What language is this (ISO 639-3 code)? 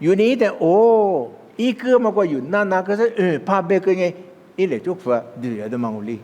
lis